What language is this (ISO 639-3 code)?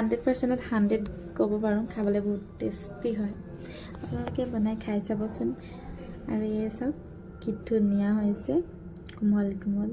asm